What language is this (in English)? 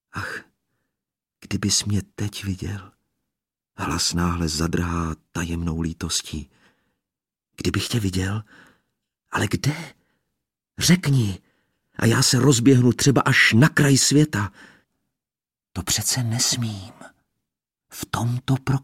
Czech